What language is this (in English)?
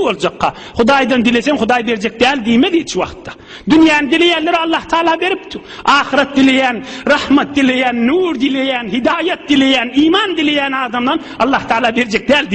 Turkmen